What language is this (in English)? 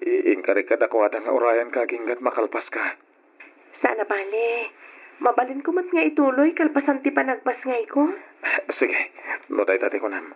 Iloko